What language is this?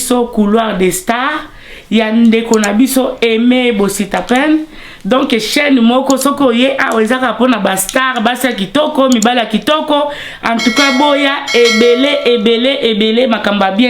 Lingala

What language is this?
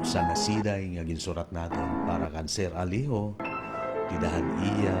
Waray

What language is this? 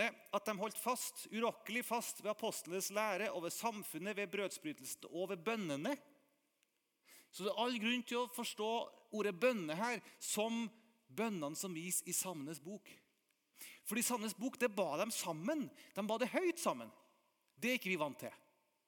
Norwegian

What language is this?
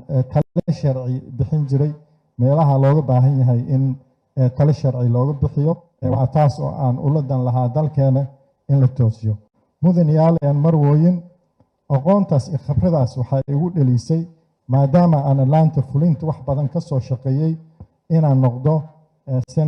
Somali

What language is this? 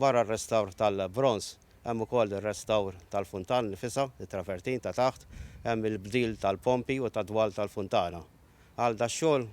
Maltese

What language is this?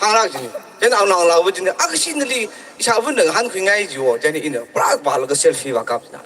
Tangkhul Naga (India)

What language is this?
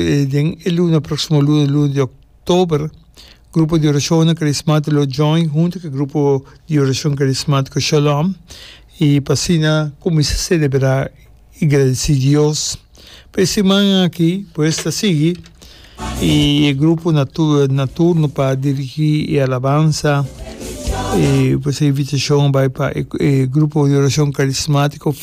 Papiamento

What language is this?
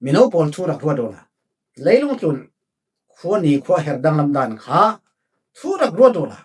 Falam Chin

